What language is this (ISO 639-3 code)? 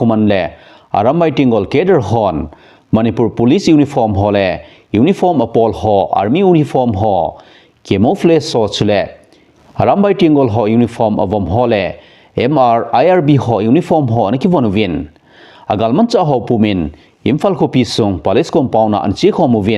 tcz